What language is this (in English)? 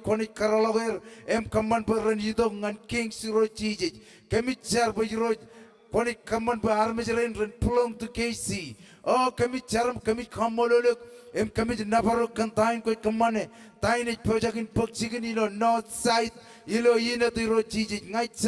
Marshallese